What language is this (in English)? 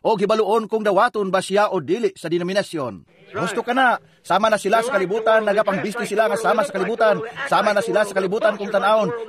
Cebuano